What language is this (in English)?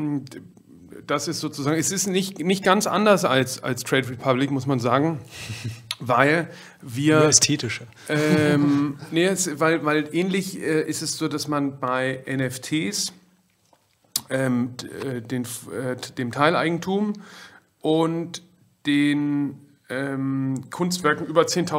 German